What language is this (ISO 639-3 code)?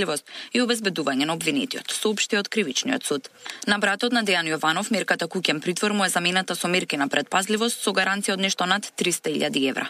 mkd